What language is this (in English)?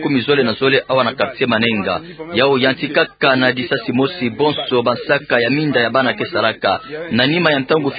Kituba (Democratic Republic of Congo)